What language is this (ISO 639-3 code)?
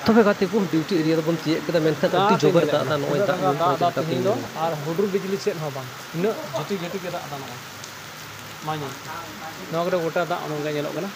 sat